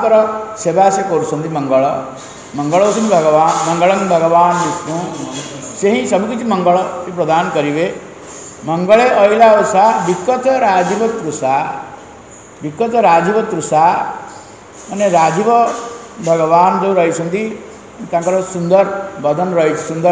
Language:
Odia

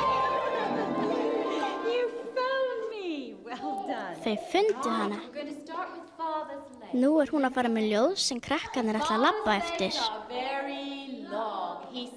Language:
Icelandic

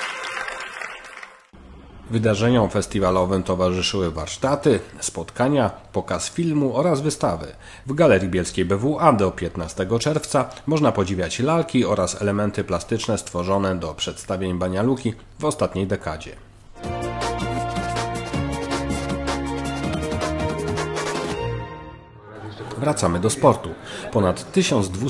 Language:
Polish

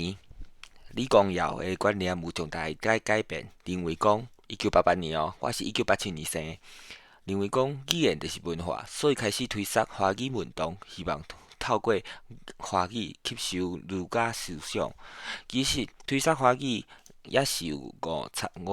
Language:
Min Nan Chinese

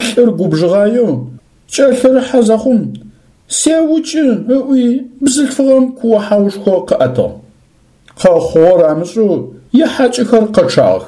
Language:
Adyghe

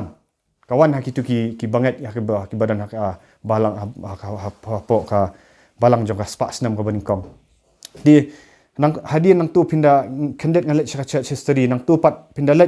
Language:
Khasi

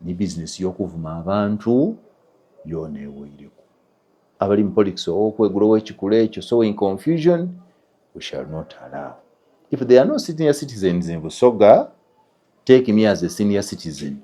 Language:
Ganda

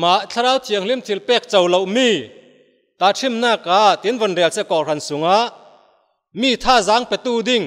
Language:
Falam Chin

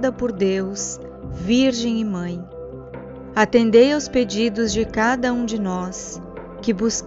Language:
Portuguese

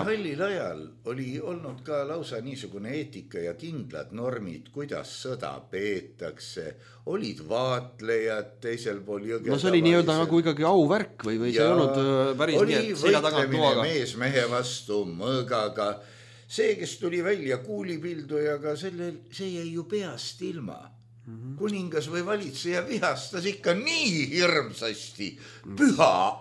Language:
Estonian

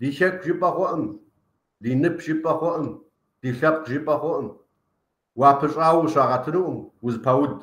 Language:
Kabardian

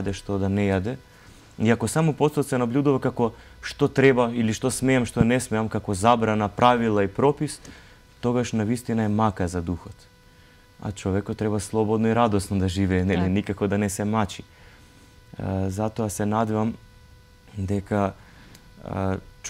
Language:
Macedonian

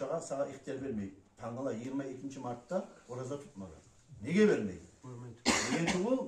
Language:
Kumyk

